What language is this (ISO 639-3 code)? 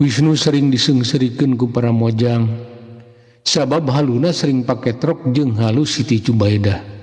sun